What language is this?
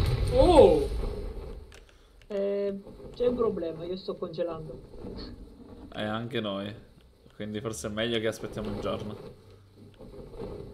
Italian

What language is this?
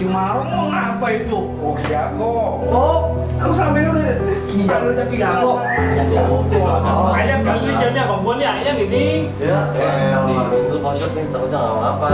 Betawi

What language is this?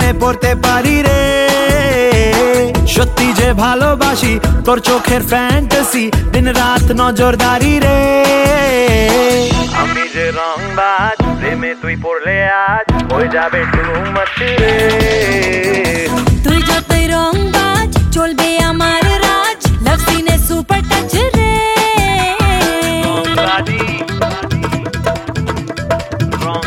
Bangla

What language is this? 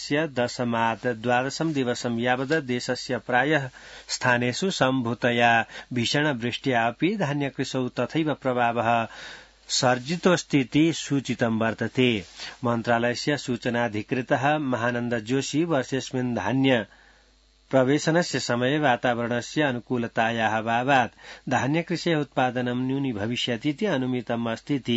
Sanskrit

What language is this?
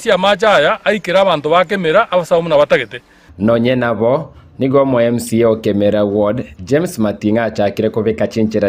Gusii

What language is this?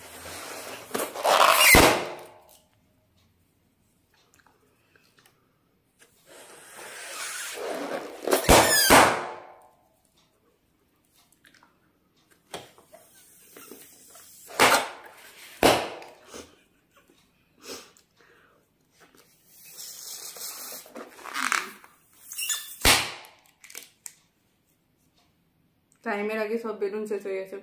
Bangla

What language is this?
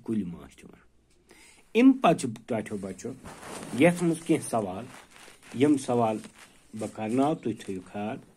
Kashmiri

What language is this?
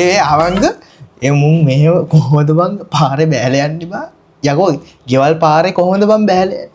Sinhala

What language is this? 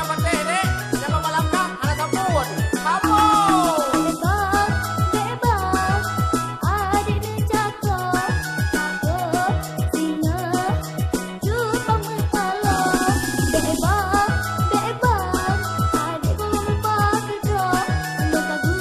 Achinese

